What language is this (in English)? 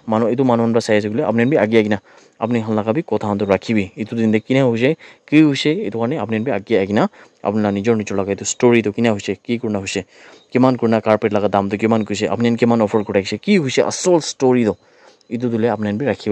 Naga Pidgin